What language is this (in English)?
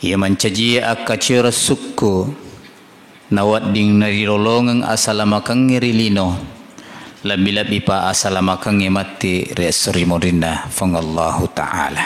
Buginese